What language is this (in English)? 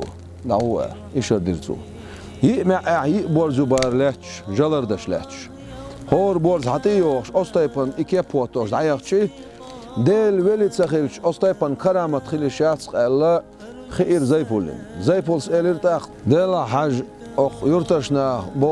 Chechen